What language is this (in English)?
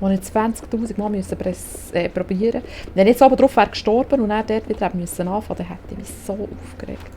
Swiss German